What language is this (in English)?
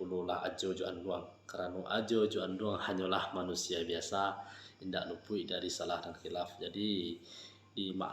Minangkabau